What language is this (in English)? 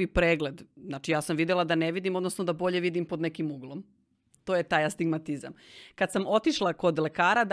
Serbian